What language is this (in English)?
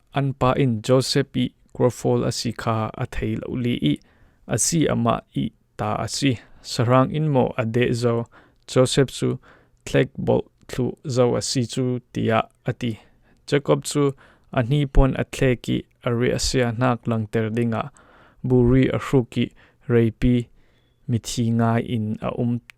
Falam Chin